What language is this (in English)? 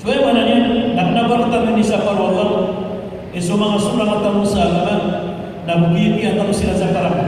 Maranao